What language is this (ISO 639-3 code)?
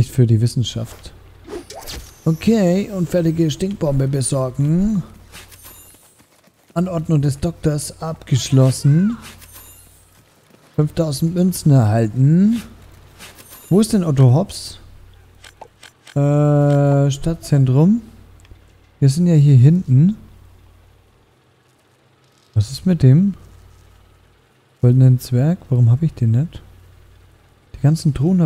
deu